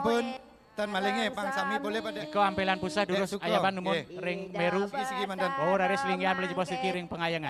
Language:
Balinese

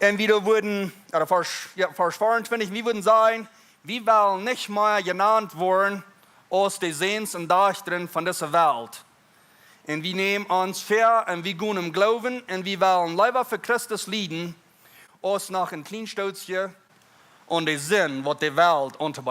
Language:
Plautdietsch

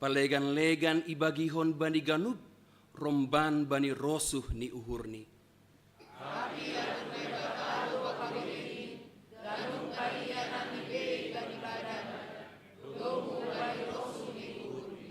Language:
Batak Simalungun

